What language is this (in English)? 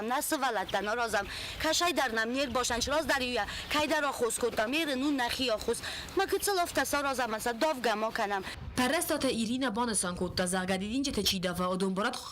Ossetic